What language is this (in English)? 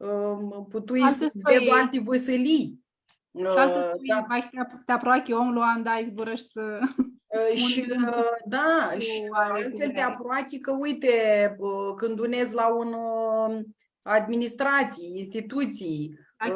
Aromanian